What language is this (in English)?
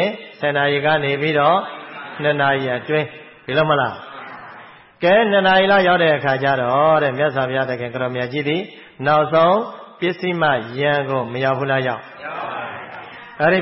Burmese